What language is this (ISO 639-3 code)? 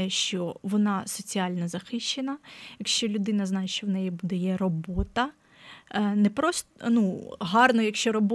ukr